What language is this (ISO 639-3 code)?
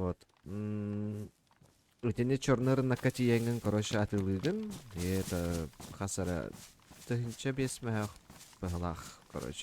sah